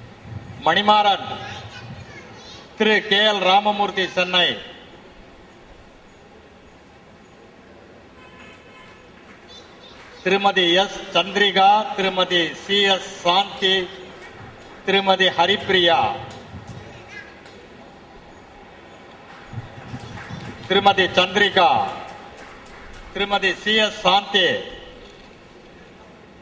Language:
Tamil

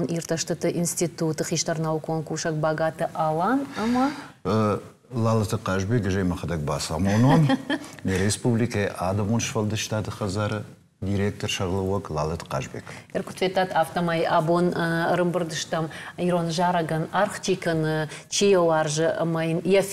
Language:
Ossetic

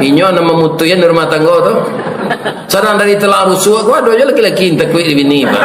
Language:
Minangkabau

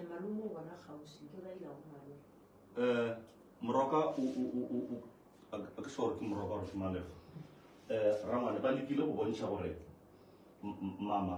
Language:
Northern Sotho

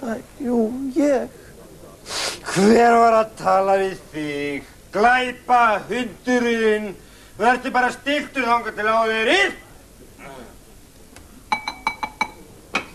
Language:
Icelandic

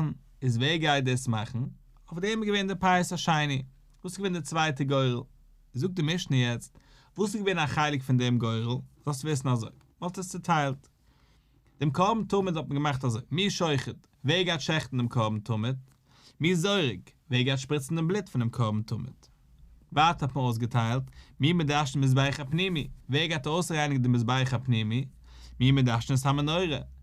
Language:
Yiddish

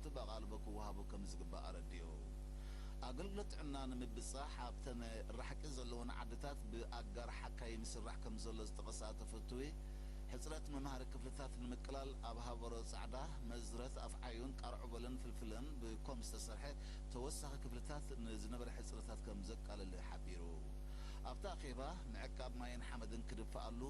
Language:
Tigrinya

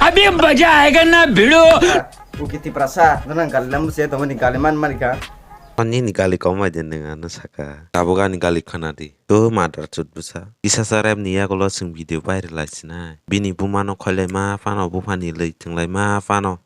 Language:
Kok Borok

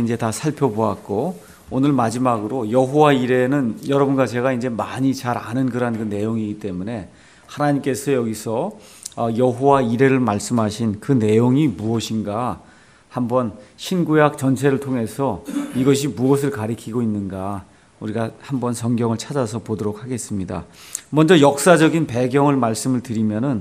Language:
Korean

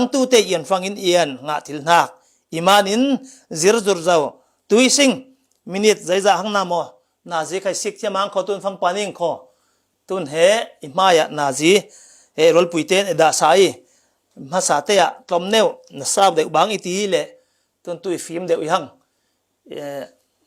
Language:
Falam Chin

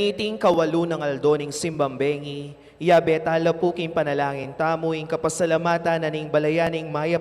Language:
Pampanga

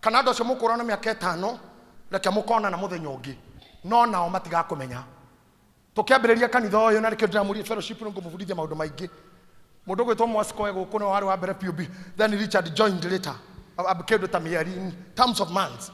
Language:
Kikuyu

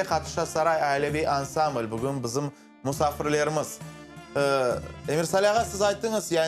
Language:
Crimean Tatar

